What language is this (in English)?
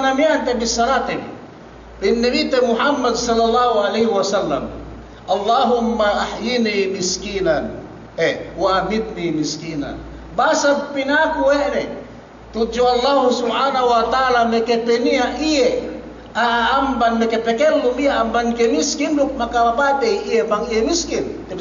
Yakan